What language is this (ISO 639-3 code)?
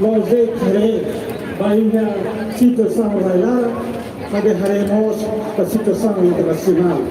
tet